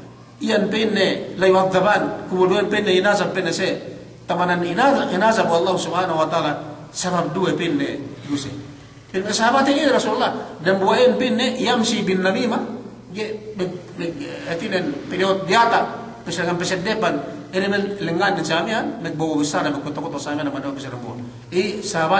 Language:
Yakan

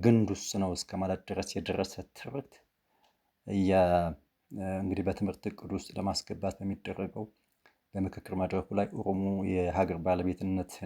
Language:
Amharic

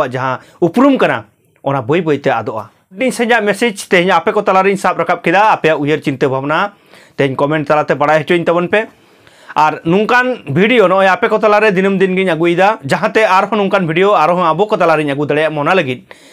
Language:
Santali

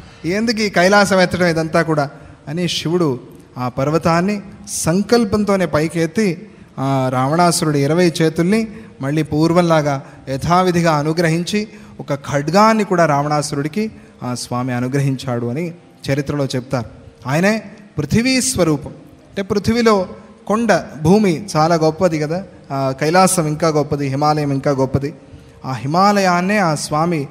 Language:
Telugu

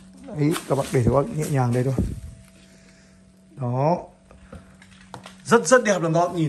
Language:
Vietnamese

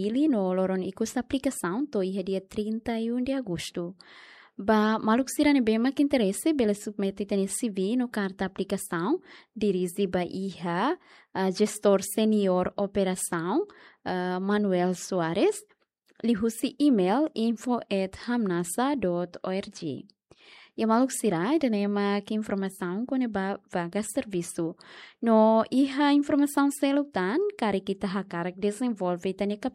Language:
Tetum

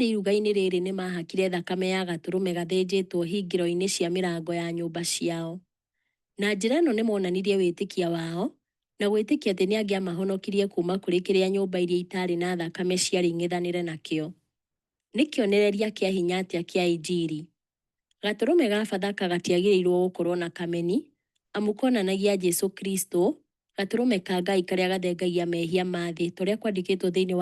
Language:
Kikuyu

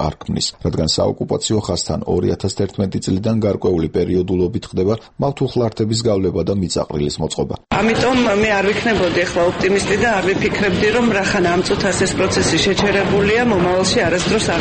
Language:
Georgian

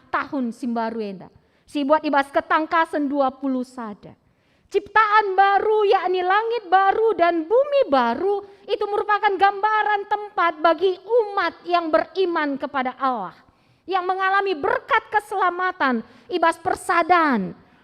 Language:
Batak Karo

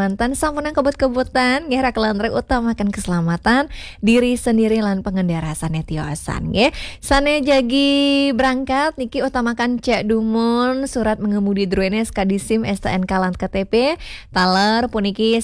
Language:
Balinese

